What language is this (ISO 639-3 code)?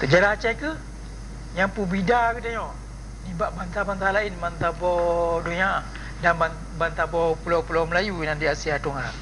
ace